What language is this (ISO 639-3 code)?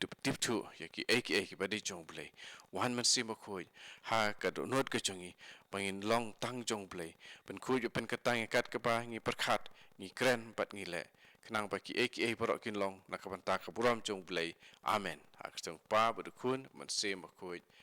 kha